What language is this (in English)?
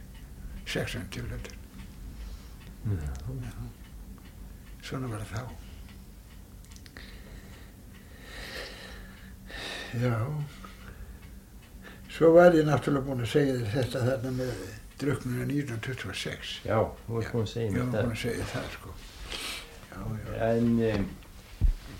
Icelandic